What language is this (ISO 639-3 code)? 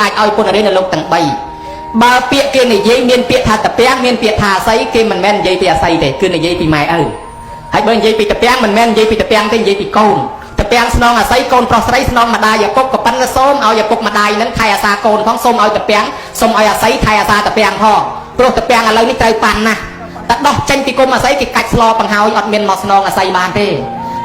khm